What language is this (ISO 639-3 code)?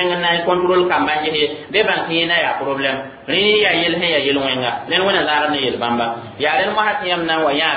mos